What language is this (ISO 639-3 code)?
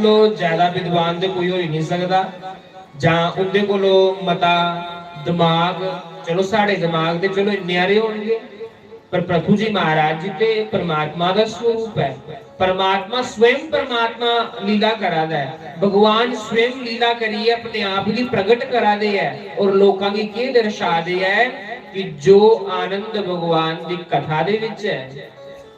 doi